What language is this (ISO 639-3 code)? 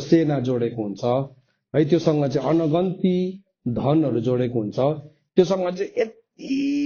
nep